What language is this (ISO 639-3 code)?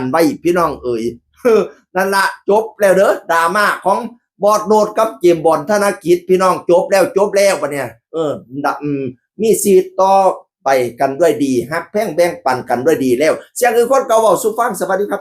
tts